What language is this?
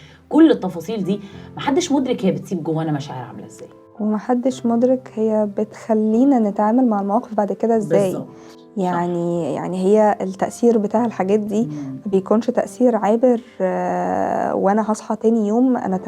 Egyptian Arabic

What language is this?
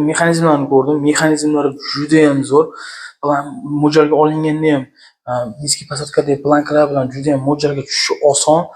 Uzbek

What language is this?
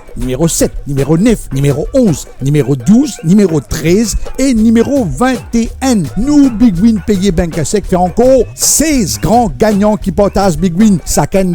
Morisyen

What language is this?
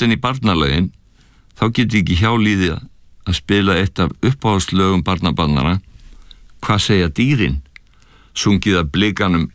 Icelandic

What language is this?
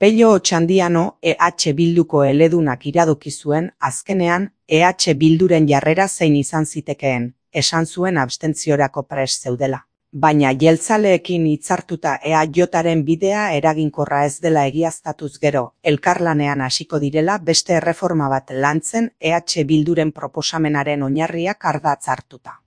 Basque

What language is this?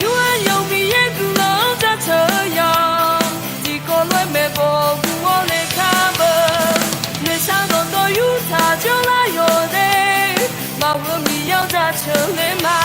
Akha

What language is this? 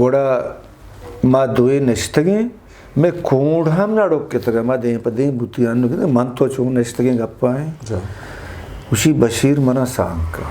Eastern Balochi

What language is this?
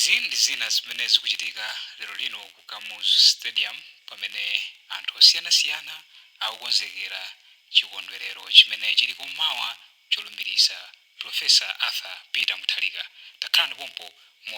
Nyanja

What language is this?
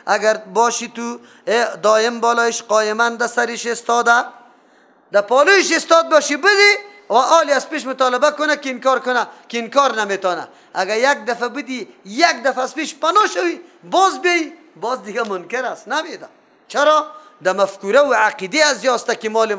Persian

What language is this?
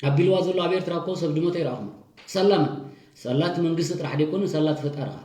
Tigrinya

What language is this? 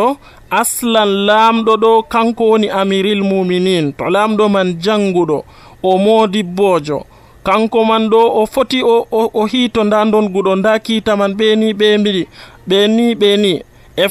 Nigerian Fulfulde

